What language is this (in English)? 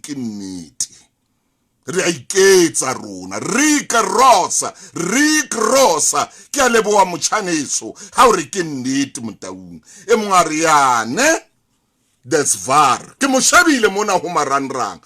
Southern Sotho